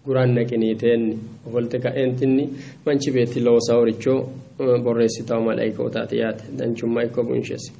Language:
Sidamo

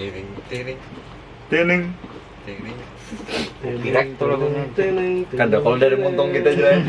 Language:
Banjar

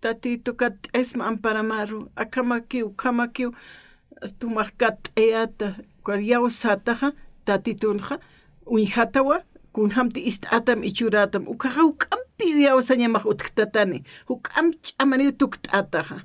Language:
Aymara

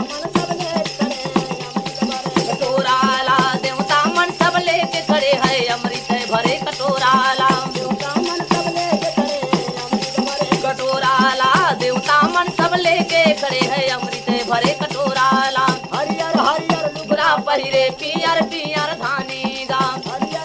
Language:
Chhattisgarhi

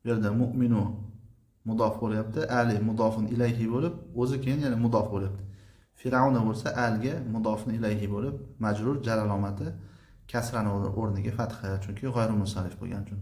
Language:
Uzbek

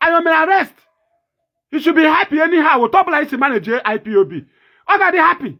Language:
Igbo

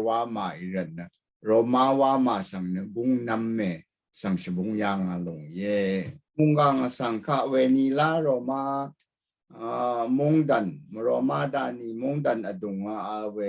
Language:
Rawang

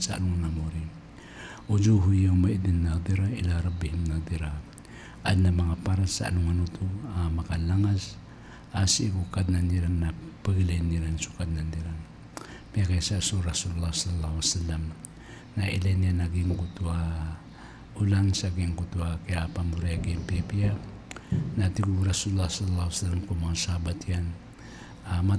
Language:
Maranao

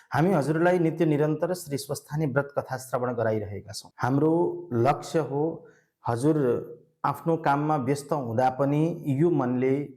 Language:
Nepali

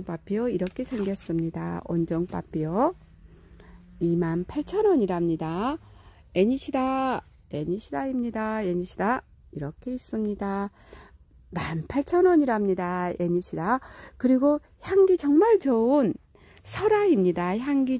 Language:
Korean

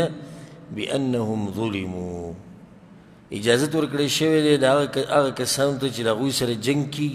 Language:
Pashto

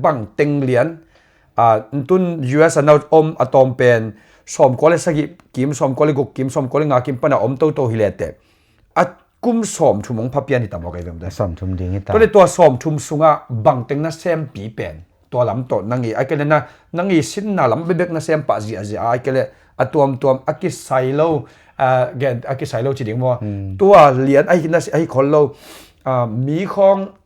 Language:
Tedim Chin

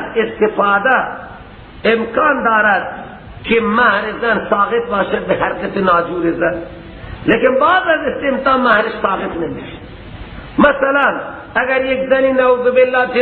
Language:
Persian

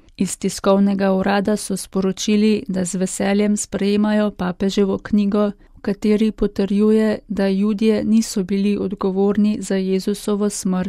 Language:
Slovenian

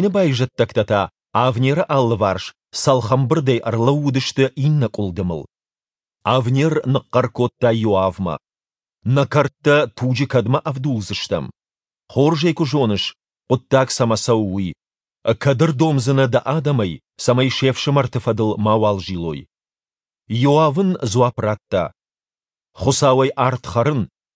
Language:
Ossetic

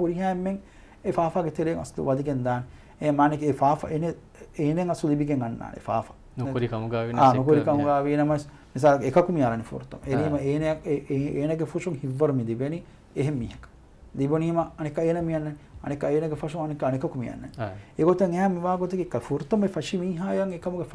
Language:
Divehi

